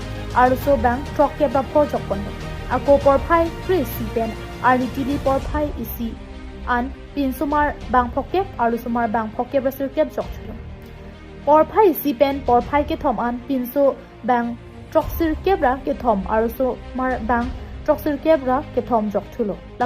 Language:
Karbi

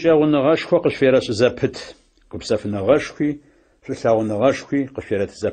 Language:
Adyghe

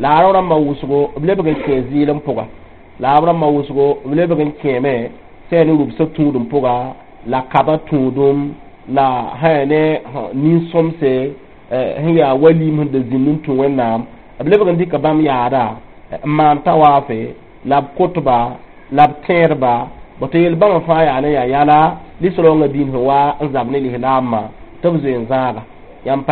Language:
Mossi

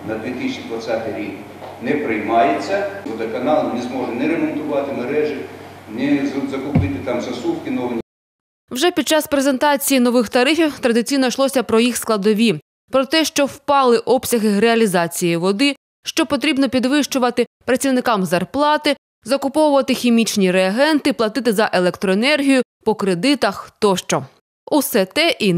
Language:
Ukrainian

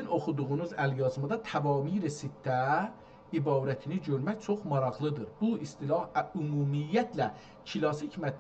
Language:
South Azerbaijani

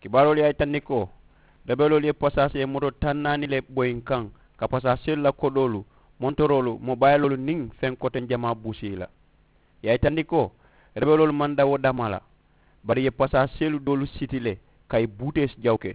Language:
Mandingo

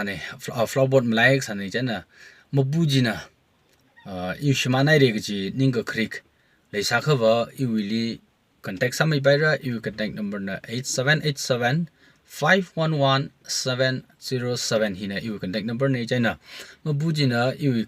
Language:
Tangkhul Naga (India)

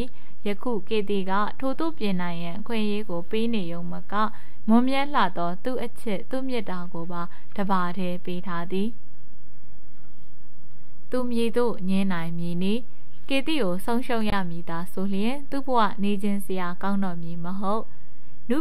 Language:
Burmese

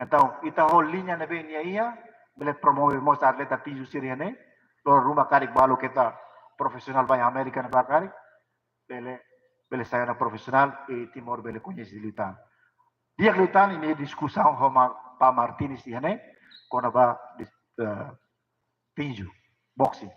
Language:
Tetum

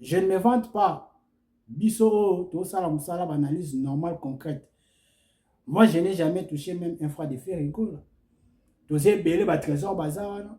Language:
Lingala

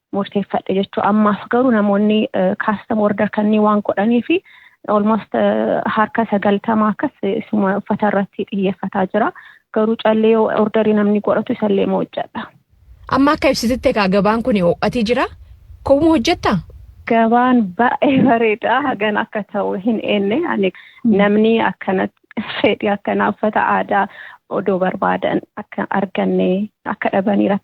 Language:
Oromo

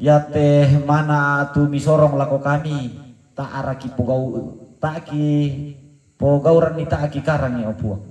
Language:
Toraja-Sa'dan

